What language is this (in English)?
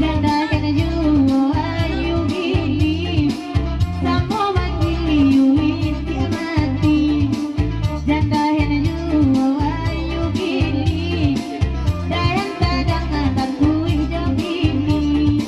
Minangkabau